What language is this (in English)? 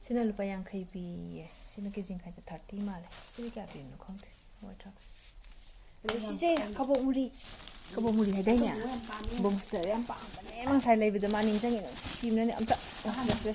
Manipuri